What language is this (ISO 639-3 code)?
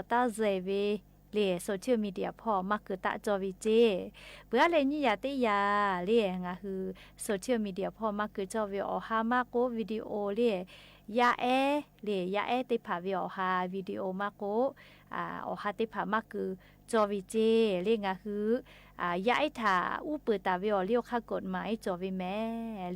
lhu